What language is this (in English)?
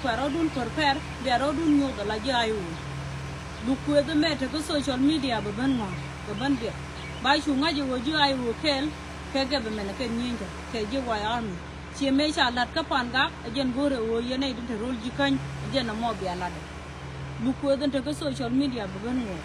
Nuer